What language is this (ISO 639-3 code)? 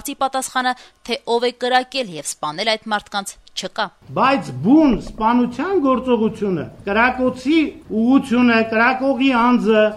hye